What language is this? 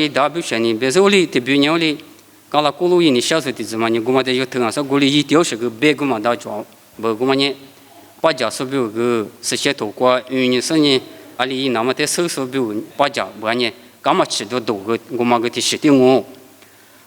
Lisu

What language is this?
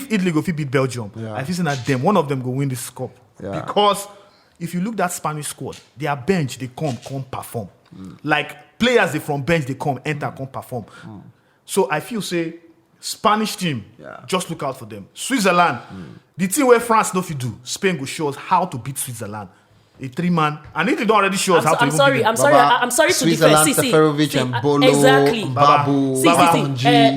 Nigerian Pidgin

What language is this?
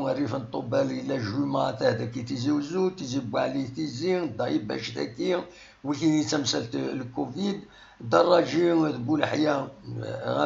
Kabyle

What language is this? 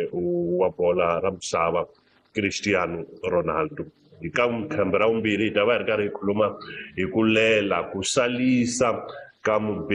Tsonga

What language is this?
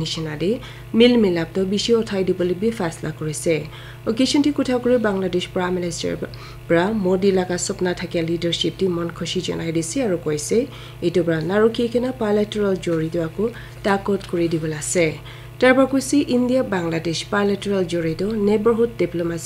Naga Pidgin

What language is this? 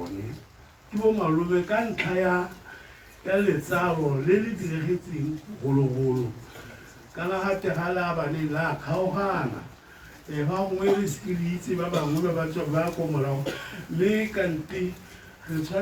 Tswana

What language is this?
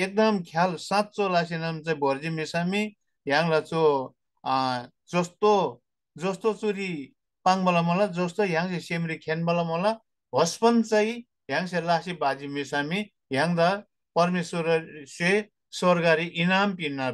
Eastern Tamang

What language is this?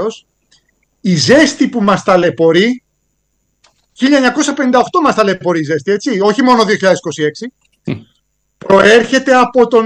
Greek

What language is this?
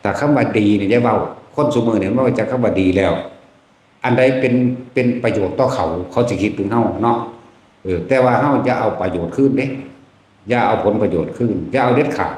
Lao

